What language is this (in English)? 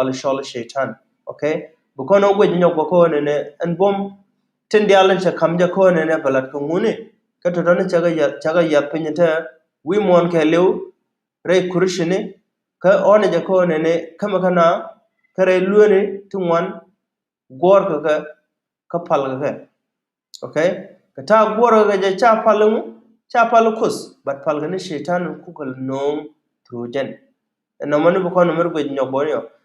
Nuer